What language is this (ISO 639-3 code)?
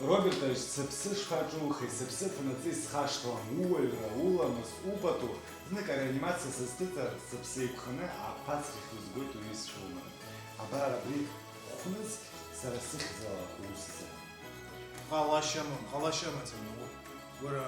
abk